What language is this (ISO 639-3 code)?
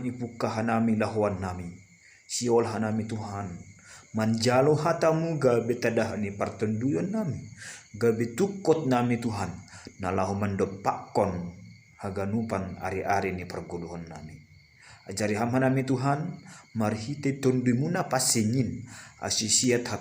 bts